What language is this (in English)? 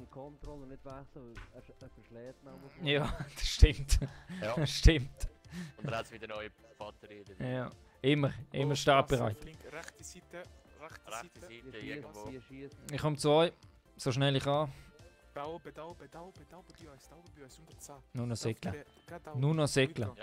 Swiss German